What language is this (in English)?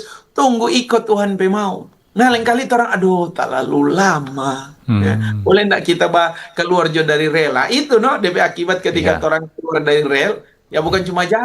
Manado Malay